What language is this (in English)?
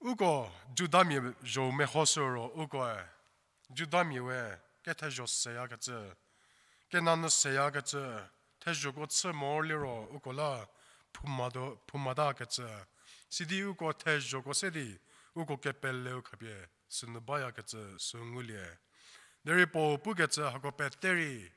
Angami Naga